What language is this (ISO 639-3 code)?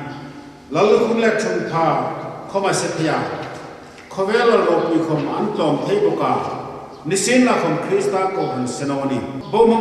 hmr